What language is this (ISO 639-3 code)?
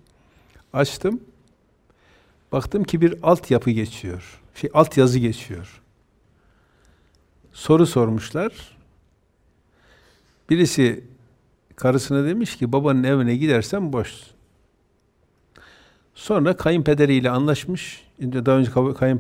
tur